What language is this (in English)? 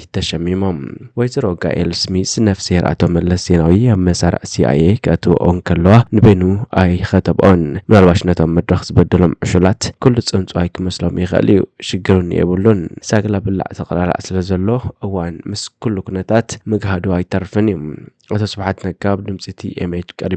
Tigrinya